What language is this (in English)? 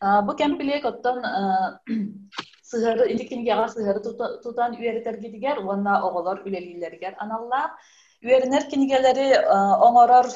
Yakut